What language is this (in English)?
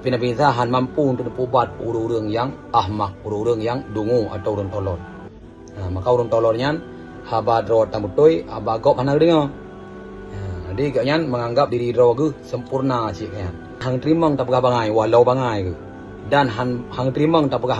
Achinese